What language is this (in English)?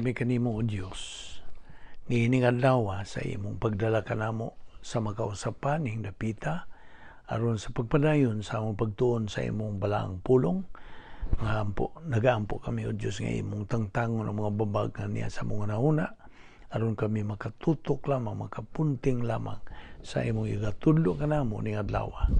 Cebuano